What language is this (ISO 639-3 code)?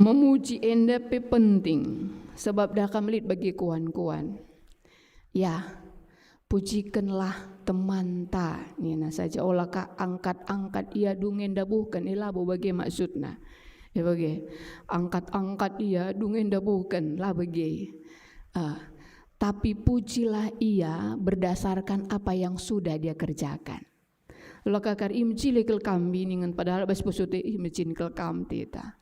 btx